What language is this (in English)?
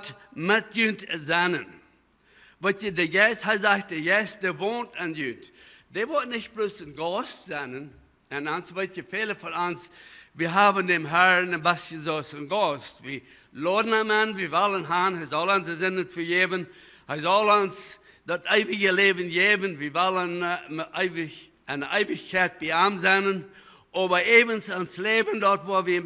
Plautdietsch